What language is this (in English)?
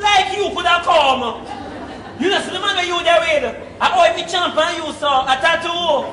Jamaican Creole English